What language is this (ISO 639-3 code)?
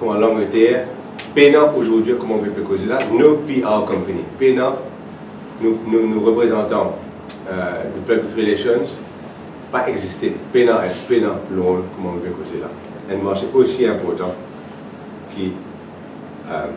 mfe